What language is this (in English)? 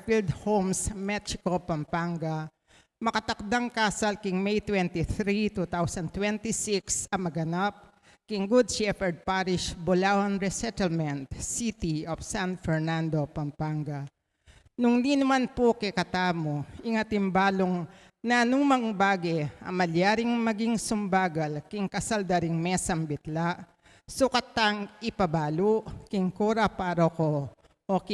Pampanga